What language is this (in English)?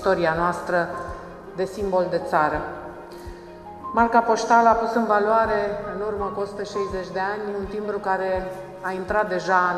Romanian